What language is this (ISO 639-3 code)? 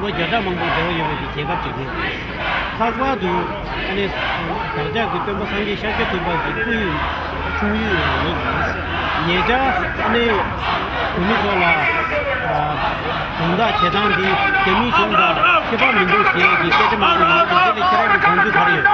bod